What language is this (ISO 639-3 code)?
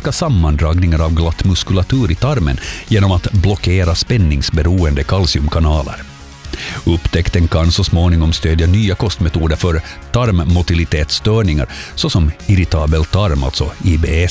swe